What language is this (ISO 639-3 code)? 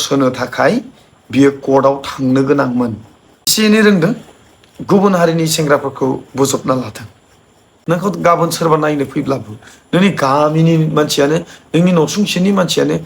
brx